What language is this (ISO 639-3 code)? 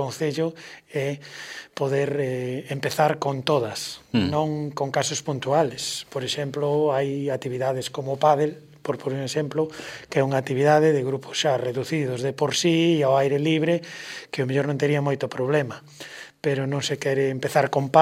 glg